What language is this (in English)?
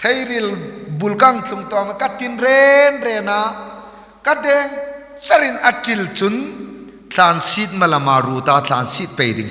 Hmar